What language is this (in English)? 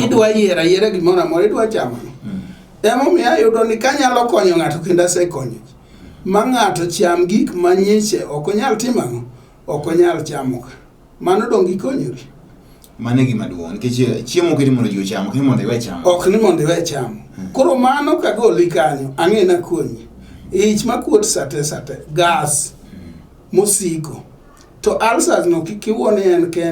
Luo (Kenya and Tanzania)